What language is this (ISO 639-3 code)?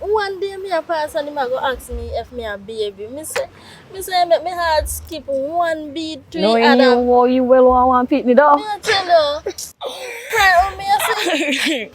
jam